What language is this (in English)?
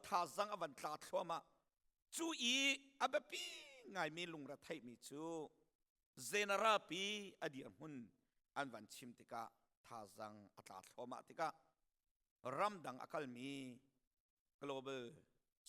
Hakha Chin